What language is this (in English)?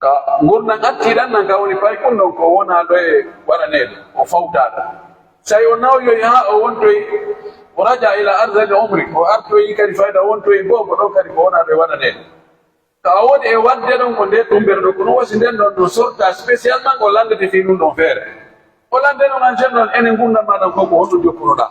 Pular